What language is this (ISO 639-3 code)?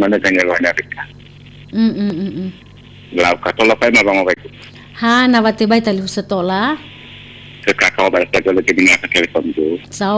nia